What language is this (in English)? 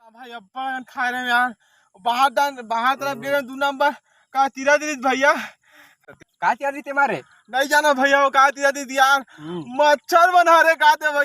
Chhattisgarhi